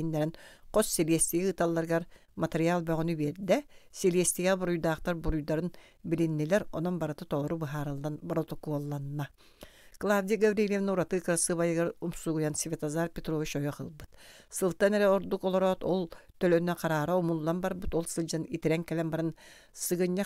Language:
Yakut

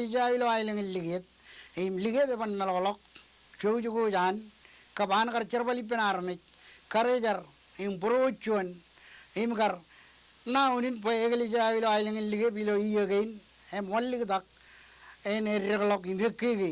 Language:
Marshallese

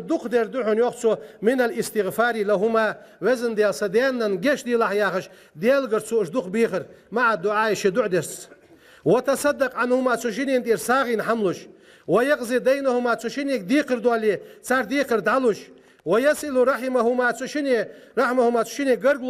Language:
Ingush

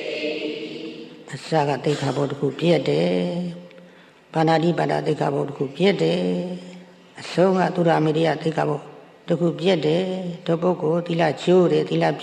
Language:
Burmese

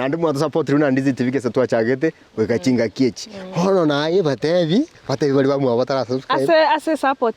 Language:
Gusii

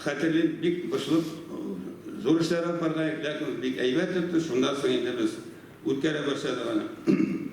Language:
Tatar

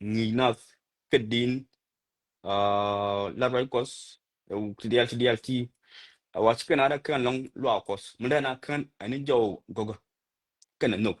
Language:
Nuer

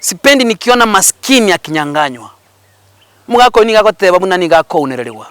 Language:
Gusii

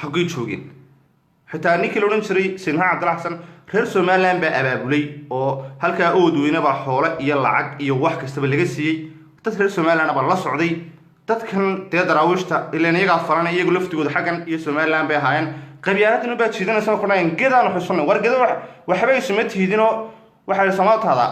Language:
Somali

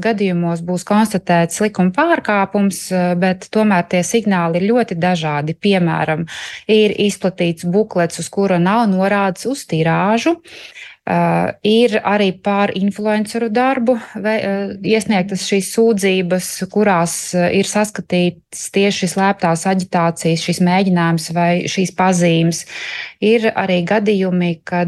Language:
Latvian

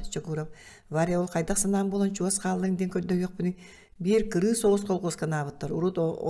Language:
Yakut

